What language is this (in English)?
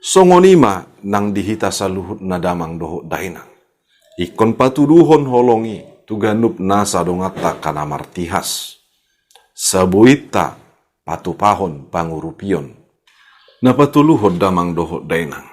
Batak Toba